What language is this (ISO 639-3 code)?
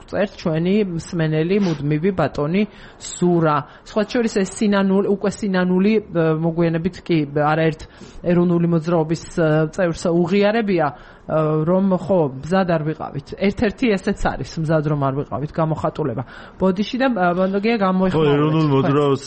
kat